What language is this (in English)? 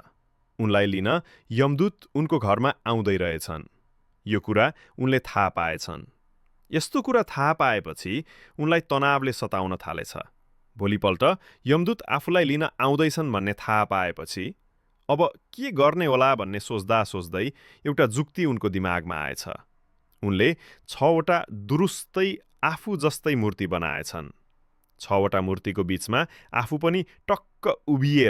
Nepali